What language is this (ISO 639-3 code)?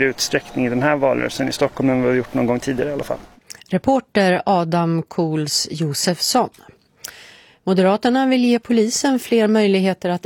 swe